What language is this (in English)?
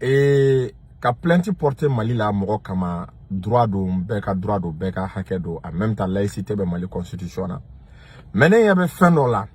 Bambara